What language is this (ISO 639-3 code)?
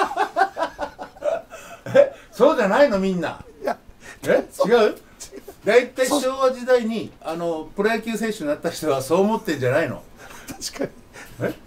jpn